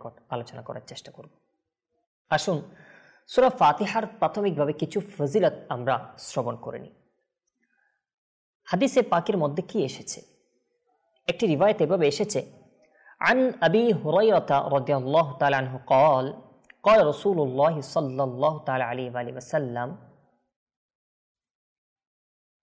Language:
Bangla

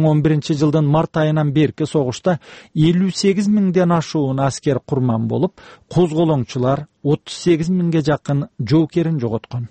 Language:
Kyrgyz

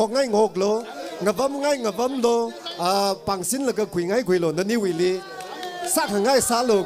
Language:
Tangkhul Naga (India)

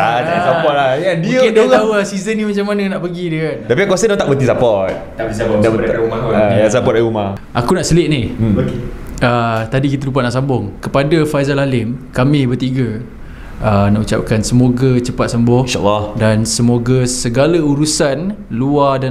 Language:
Malay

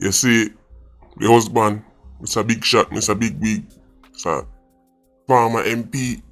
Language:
Jamaican Creole English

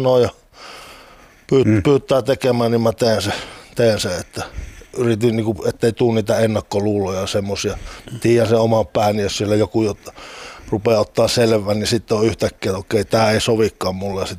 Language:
Finnish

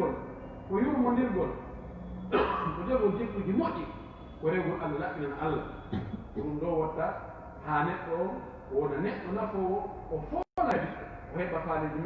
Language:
Pular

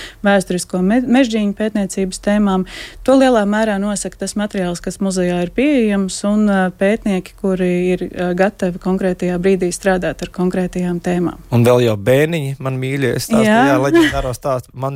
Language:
Latvian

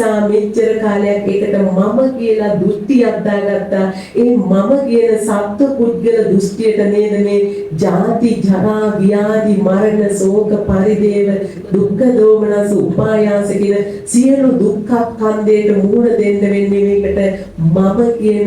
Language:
Sinhala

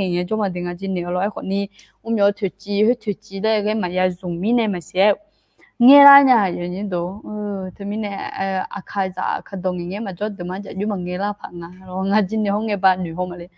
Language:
Akha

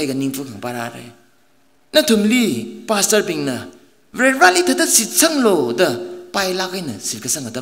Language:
Tangkhul Naga (India)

